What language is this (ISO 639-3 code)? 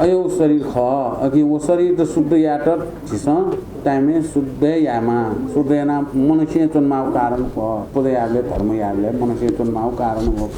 new